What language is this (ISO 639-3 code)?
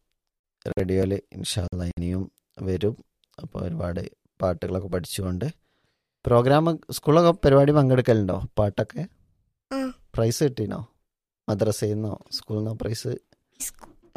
mal